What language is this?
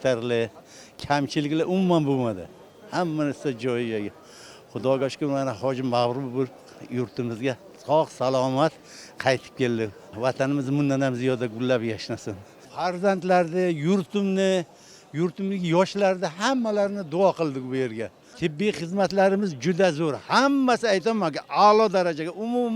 Uzbek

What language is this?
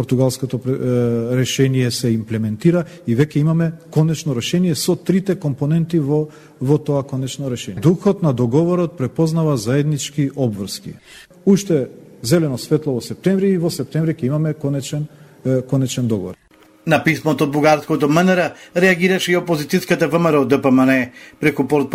Macedonian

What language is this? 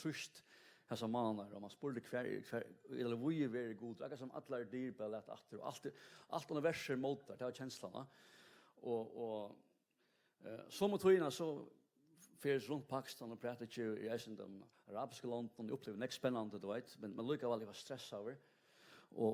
Faroese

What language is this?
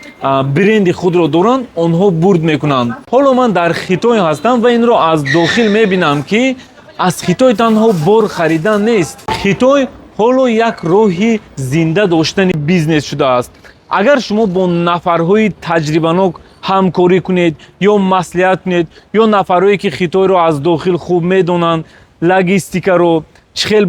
Tajik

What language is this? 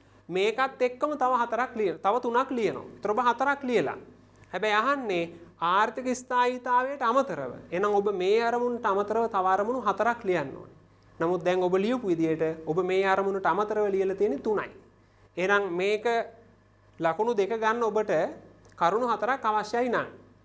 Sinhala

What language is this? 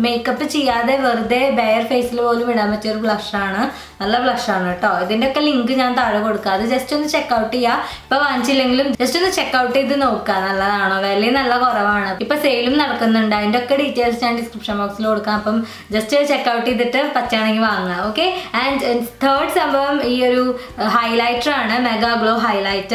Malayalam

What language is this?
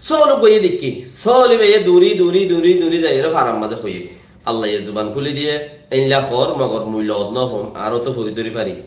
Rohingya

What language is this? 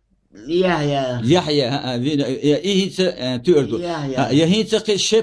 Chechen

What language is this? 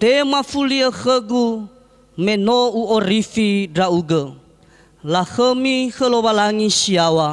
Nias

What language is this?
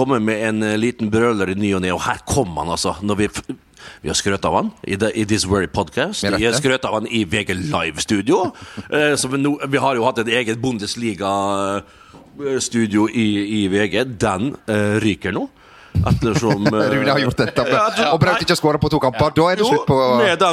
Norwegian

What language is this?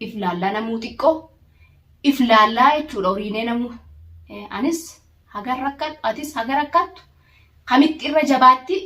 Oromo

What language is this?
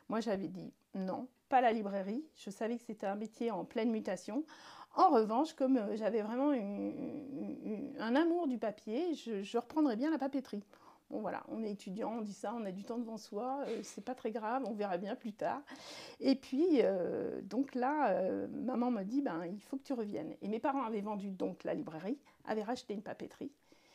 French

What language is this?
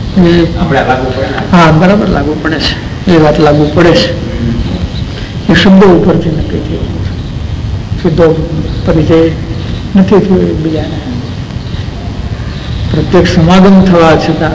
Gujarati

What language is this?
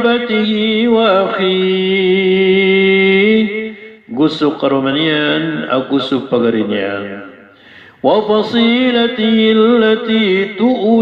Maranao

